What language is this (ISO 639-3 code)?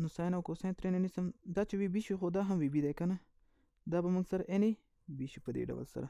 pus